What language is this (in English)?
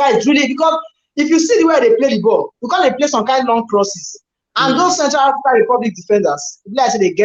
Nigerian Pidgin